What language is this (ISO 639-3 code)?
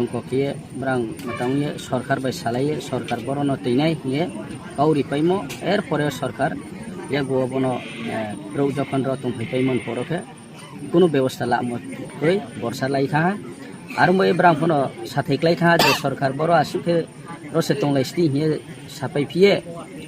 ria